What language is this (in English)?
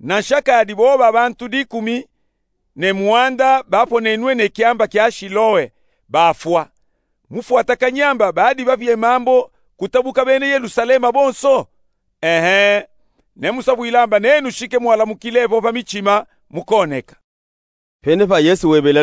Luba-Katanga